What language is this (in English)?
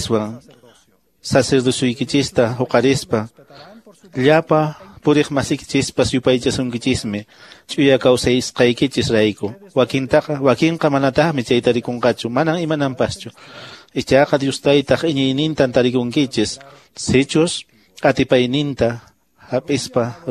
Quechua